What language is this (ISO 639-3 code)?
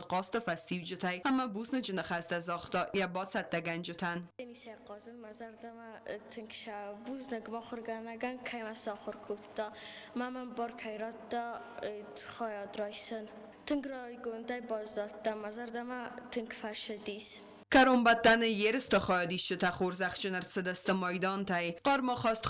oss